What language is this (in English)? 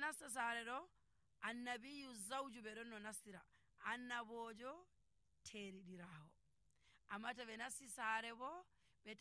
Nigerian Fulfulde